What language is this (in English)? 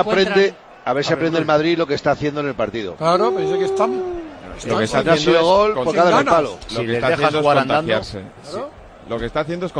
Spanish